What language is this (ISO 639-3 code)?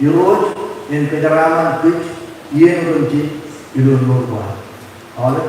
mah